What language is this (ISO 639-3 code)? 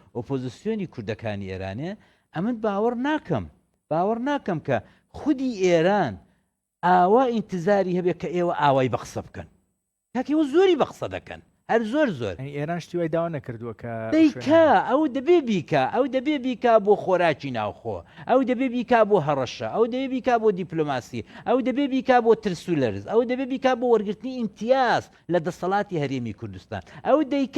ckb